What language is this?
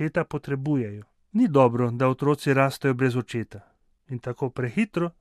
Slovenian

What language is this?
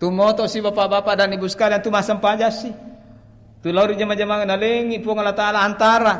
Buginese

